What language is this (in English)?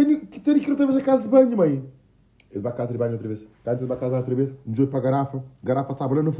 Kabuverdianu